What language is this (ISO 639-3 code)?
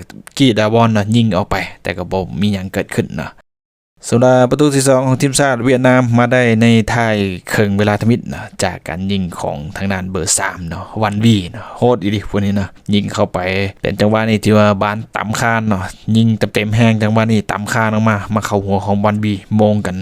lao